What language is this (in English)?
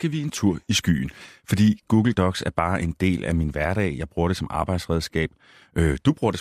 Danish